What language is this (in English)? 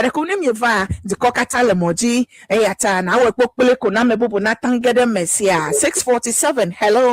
Ewe